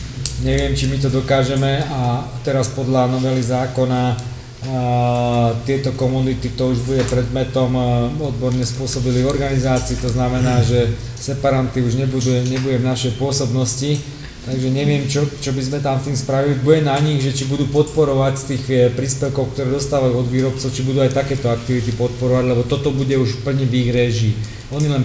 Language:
Slovak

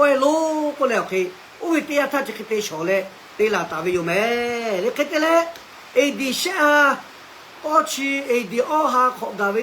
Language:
Lahu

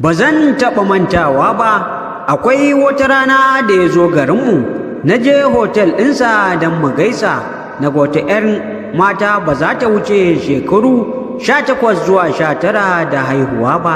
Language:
Hausa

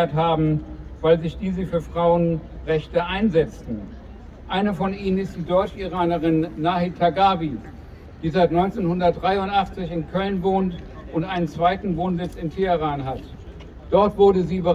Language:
German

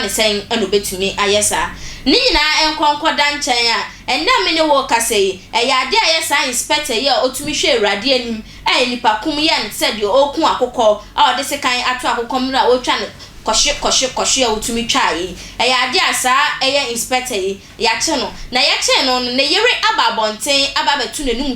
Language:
Akan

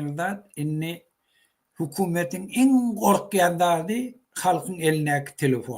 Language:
Turkmen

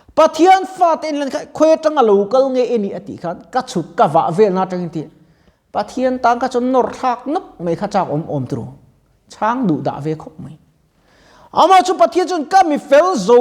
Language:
Mizo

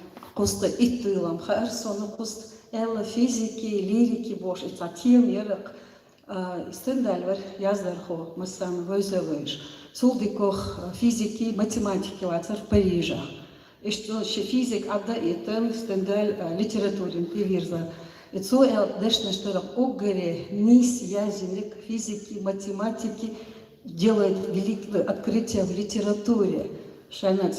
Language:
Chechen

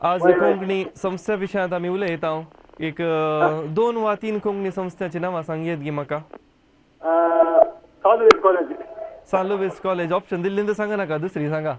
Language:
Konkani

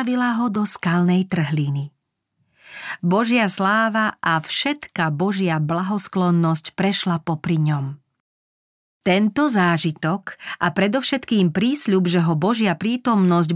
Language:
Slovak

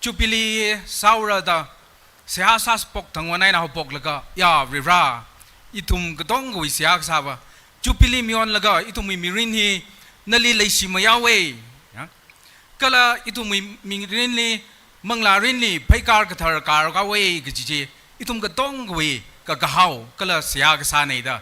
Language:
Tangkhul Naga (India)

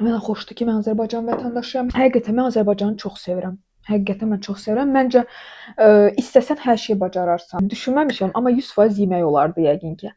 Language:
Azerbaijani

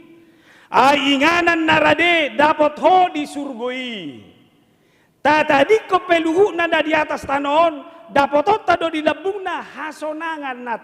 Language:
Batak Toba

